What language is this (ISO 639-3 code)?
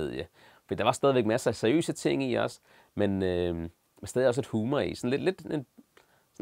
dan